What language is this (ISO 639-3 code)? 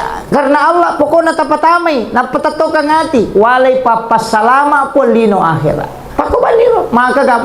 bug